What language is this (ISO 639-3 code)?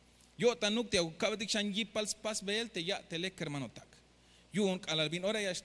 tzh